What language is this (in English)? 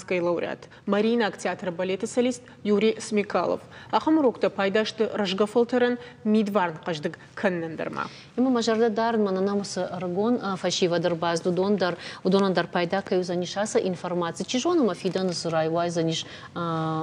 Ossetic